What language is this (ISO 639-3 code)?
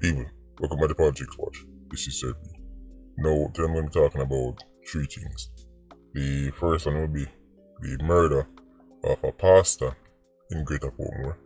jam